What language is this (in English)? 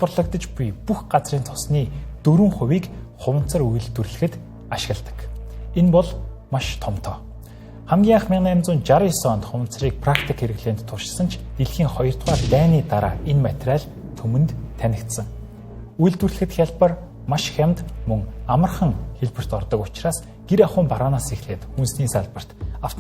Mongolian